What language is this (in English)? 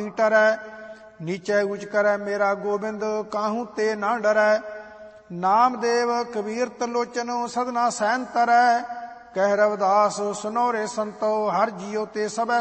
Punjabi